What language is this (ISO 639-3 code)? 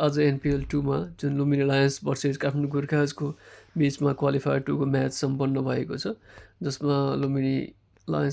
nep